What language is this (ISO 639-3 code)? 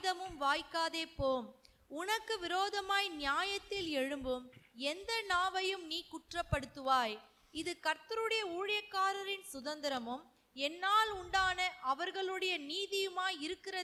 tam